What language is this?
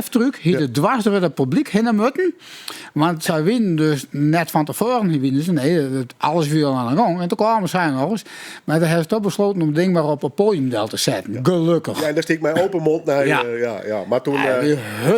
Western Frisian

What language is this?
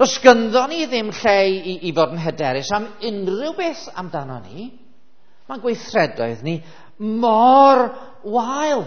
Welsh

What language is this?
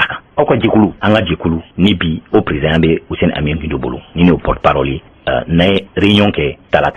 Bambara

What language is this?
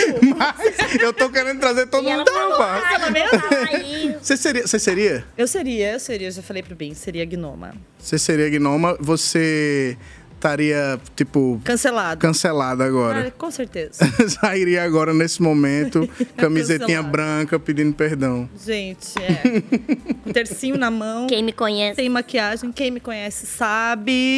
Portuguese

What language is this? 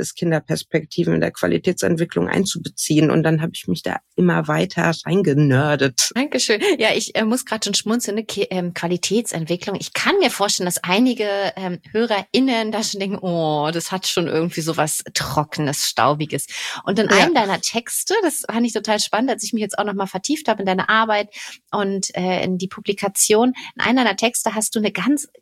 German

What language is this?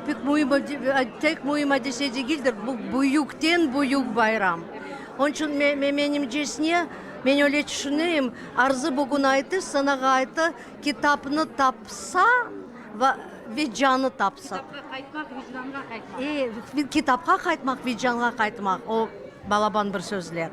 Crimean Tatar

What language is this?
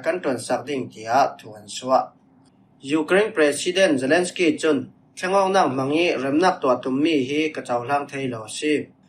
Falam Chin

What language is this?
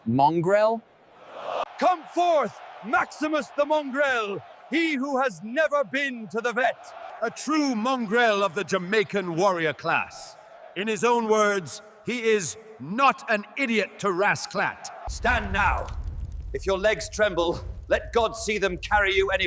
Jamaican Creole English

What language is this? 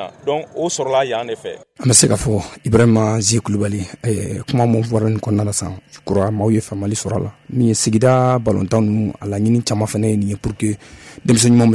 Bambara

